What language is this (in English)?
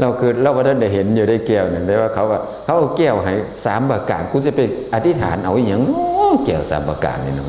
Northeastern Thai